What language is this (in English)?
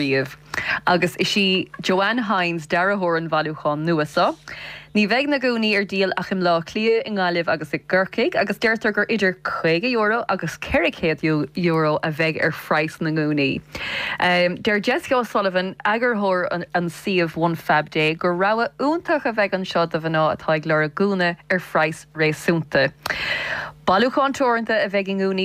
Irish